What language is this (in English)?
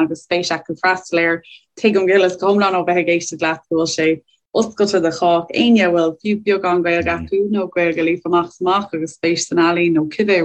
Irish